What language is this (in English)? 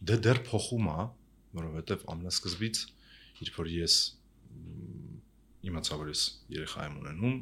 Armenian